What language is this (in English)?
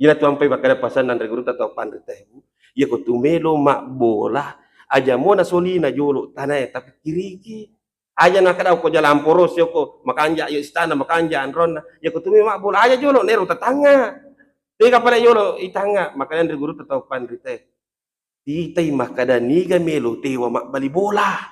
Buginese